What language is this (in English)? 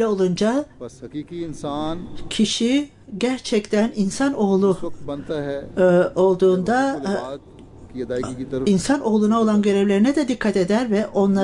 Turkish